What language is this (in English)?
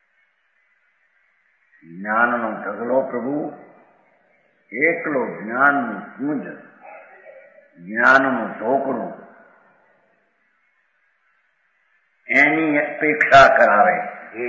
Gujarati